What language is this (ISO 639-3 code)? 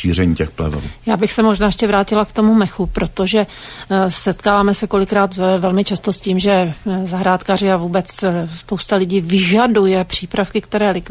ces